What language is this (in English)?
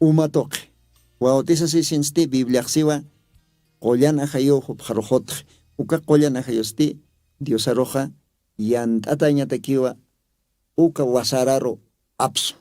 Aymara